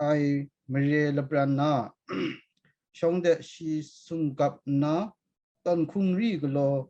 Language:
Kachin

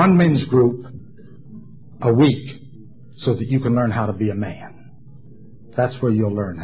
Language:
English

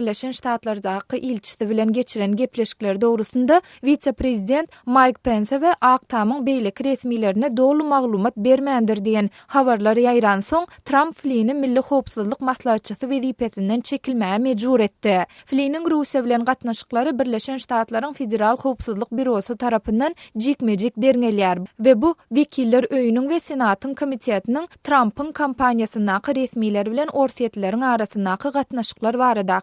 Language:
Turkmen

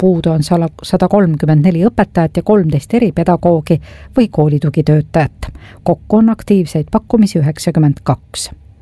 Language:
Estonian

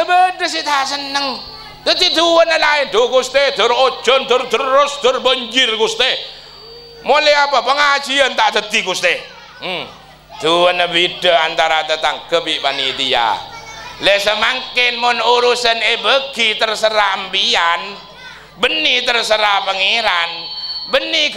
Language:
Madurese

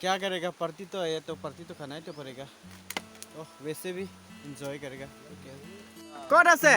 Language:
Karbi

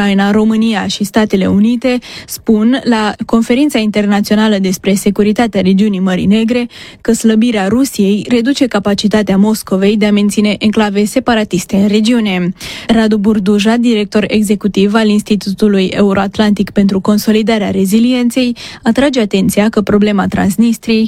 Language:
Romanian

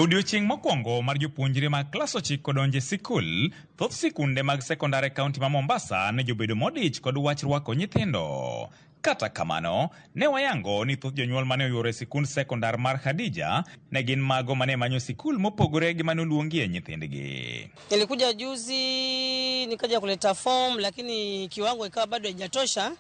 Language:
Luo (Kenya and Tanzania)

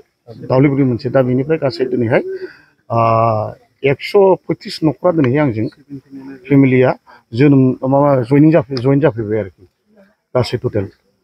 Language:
Bodo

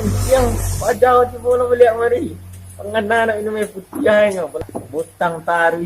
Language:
Minangkabau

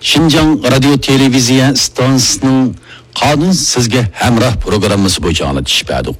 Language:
Uyghur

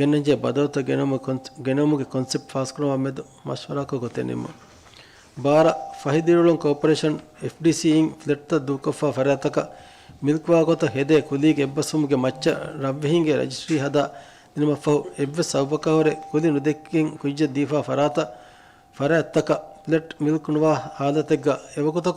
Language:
Divehi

